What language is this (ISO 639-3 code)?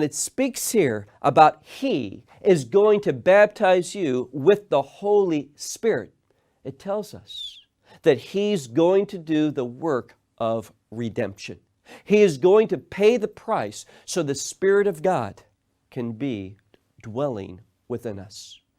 eng